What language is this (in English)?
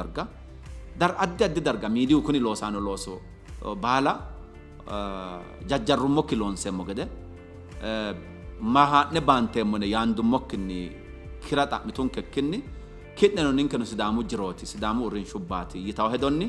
Sidamo